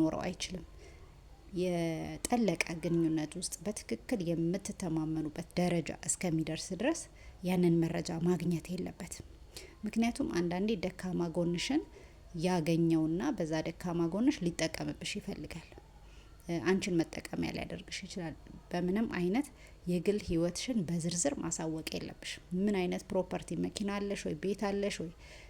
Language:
Amharic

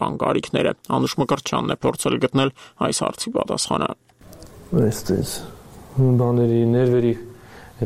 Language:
Armenian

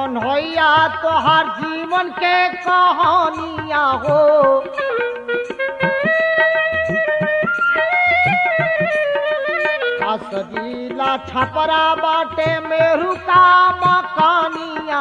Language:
Bhojpuri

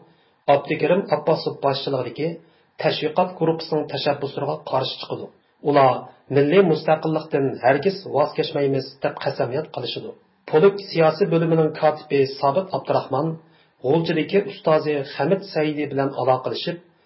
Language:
Uyghur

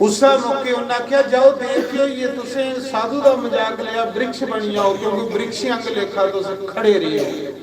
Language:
Dogri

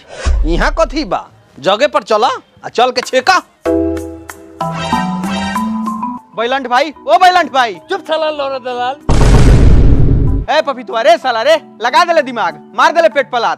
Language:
Bhojpuri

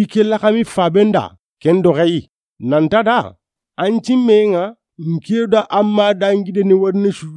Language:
Soninke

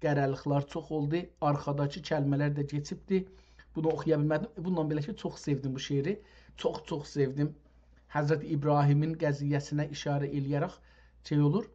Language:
South Azerbaijani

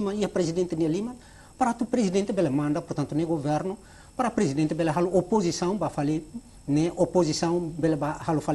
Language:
Tetum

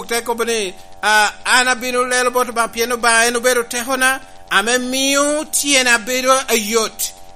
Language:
Lango (Uganda)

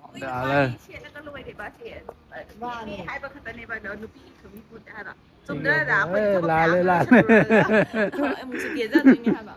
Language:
Manipuri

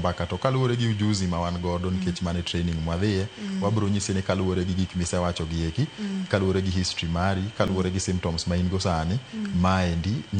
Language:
Luo (Kenya and Tanzania)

